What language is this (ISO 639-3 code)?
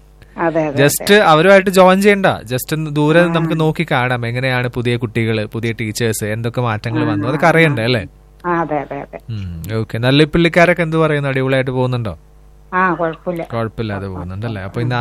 mal